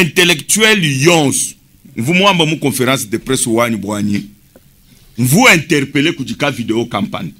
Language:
Luba-Lulua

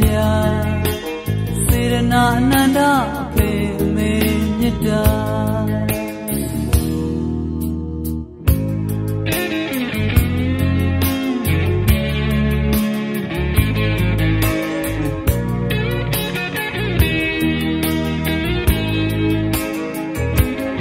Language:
Burmese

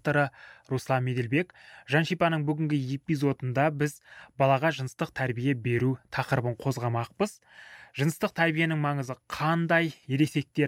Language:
Kazakh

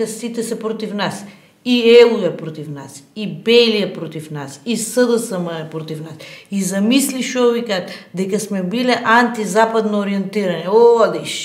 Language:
Macedonian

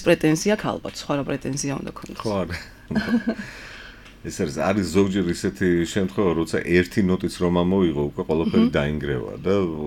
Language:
Georgian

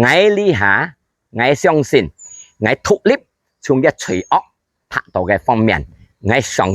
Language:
Hakka Chinese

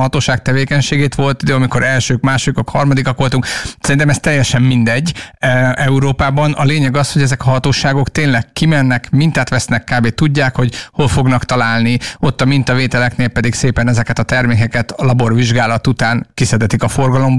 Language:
Hungarian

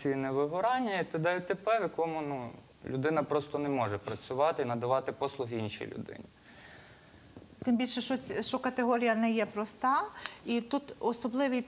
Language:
Ukrainian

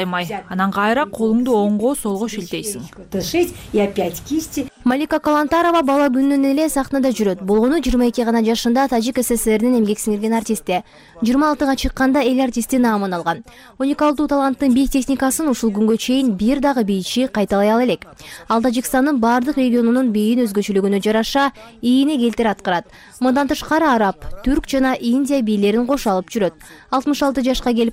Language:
Kyrgyz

